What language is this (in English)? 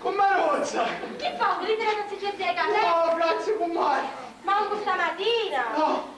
Sicilian